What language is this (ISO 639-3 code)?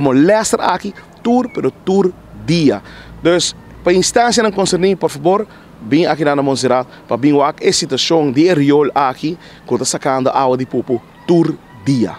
pap